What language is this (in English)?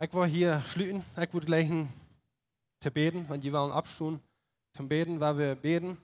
Plautdietsch